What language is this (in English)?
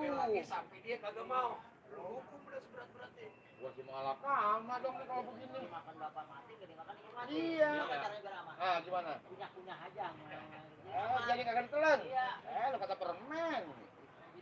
Betawi